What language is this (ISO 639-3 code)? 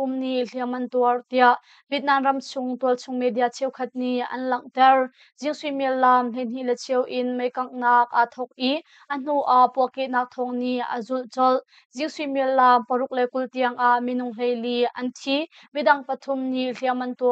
cnh